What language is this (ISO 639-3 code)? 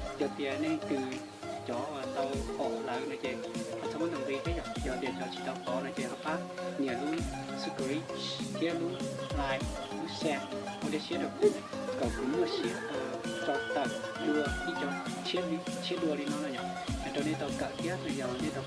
hmn